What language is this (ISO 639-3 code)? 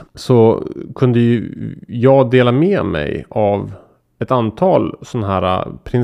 swe